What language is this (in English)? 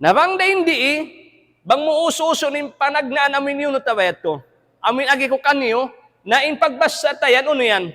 Tausug